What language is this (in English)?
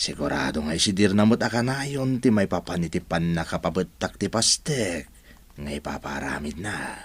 Iloko